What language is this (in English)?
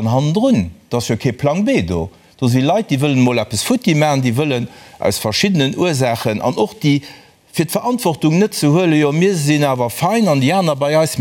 Luxembourgish